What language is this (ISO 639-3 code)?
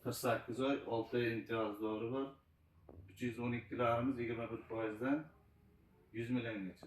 uzb